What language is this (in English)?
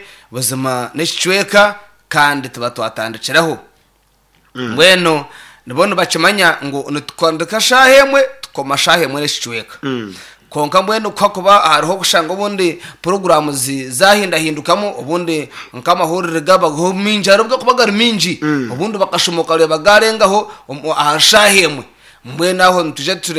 Nyankole